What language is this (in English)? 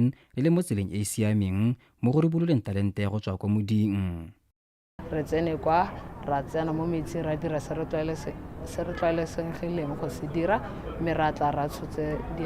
Tswana